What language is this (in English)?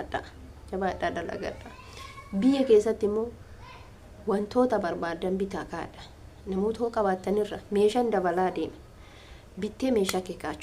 Oromo